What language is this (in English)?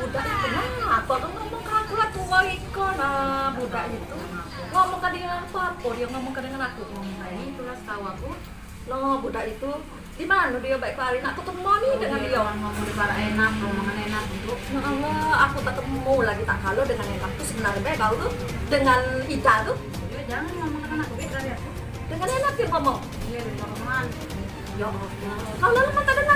Musi